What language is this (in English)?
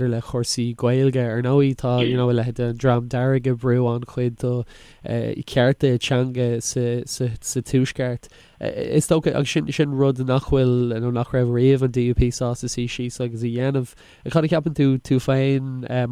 Irish